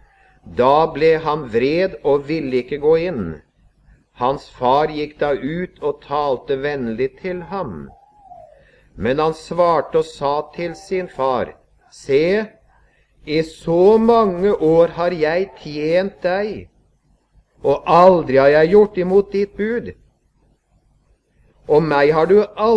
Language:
Norwegian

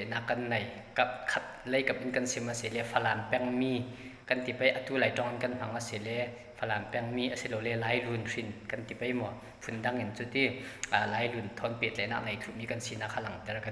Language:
Falam Chin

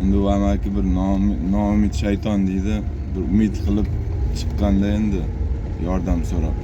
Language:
Uzbek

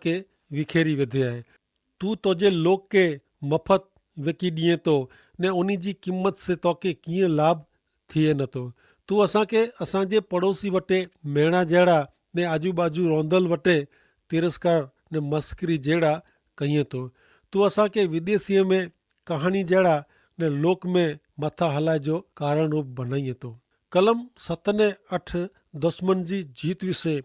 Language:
Kachhi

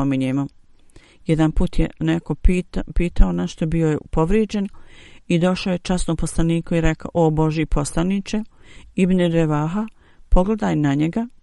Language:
Bosnian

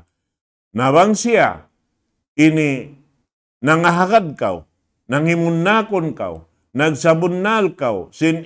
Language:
Tausug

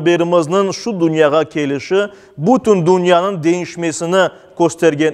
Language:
Crimean Tatar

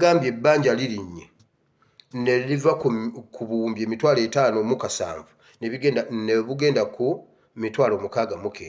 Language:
Ganda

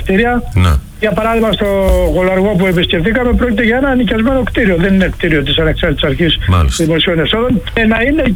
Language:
Greek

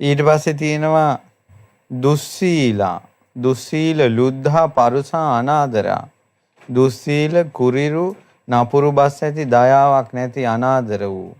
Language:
Sinhala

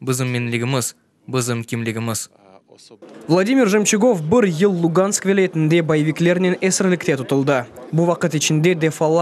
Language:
Crimean Tatar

